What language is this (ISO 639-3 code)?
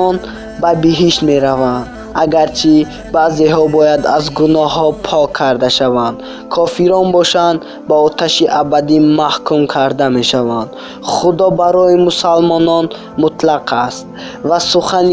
tgk